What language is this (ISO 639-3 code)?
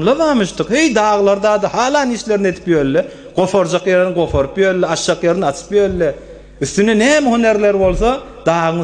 tuk